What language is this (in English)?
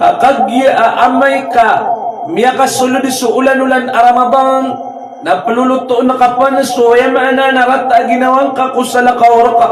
Maranao